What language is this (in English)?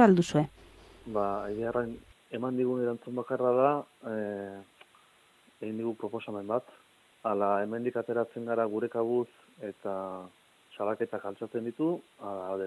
Basque